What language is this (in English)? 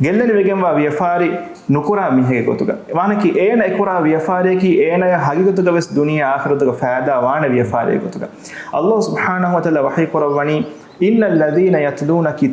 Divehi